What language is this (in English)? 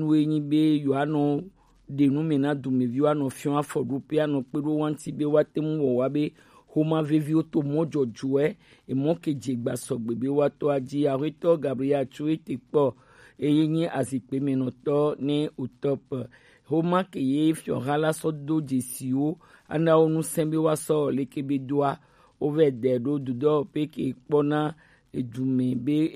Gen